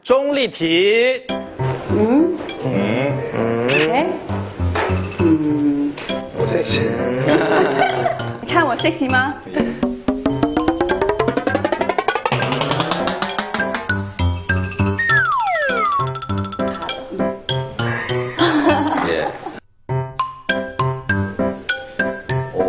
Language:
Chinese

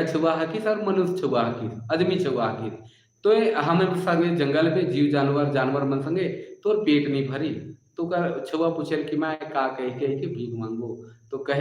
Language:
Sadri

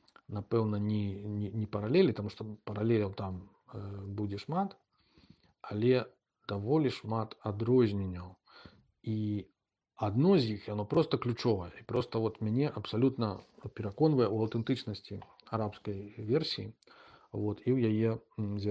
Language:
Belarusian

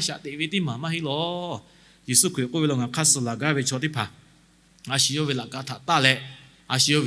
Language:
Lahu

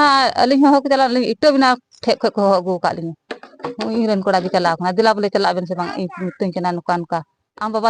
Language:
Santali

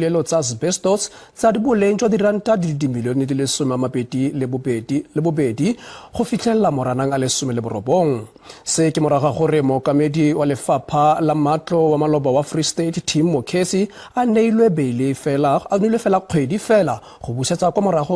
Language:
Tswana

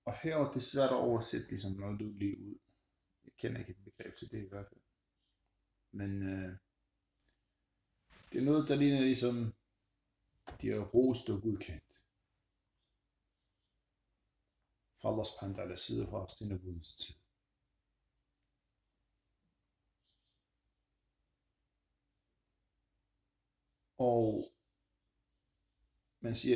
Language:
Danish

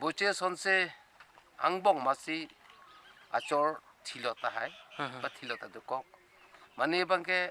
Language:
Karbi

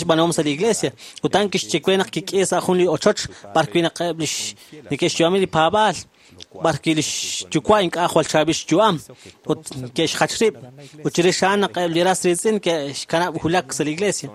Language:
Kekchí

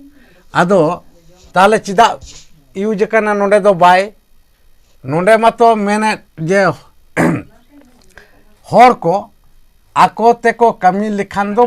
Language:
Santali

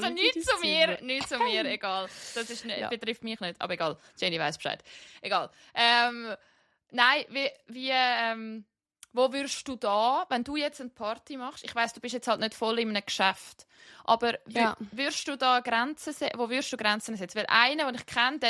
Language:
Swiss German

